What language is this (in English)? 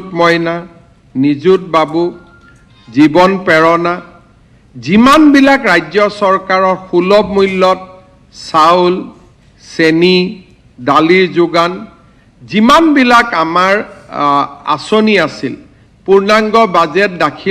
Assamese